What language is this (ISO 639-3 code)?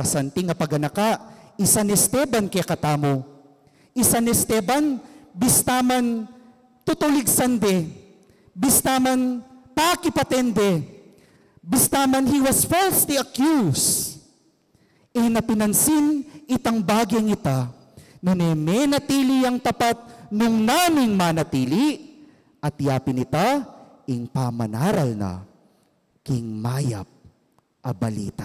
pam